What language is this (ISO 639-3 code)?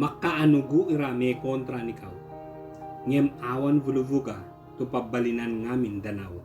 ibg